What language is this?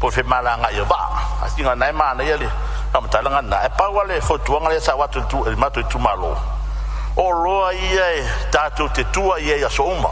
Samoan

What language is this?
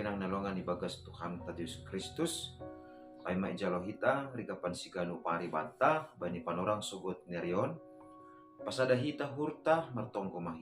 Batak Simalungun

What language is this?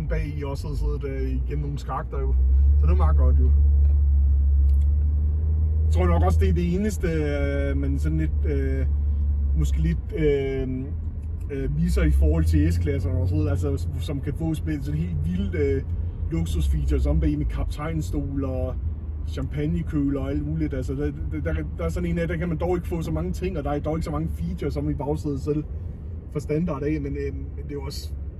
Danish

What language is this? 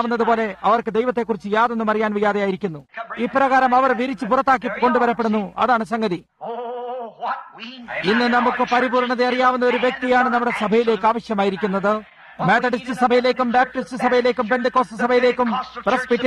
Malayalam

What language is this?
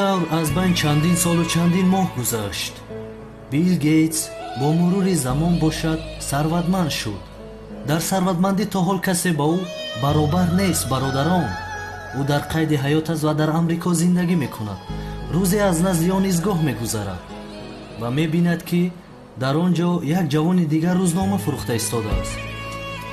Tajik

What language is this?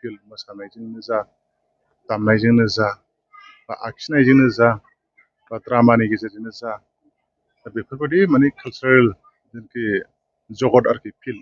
Bodo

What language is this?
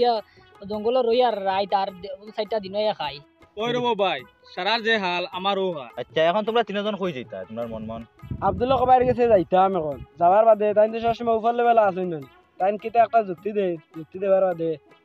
Sylheti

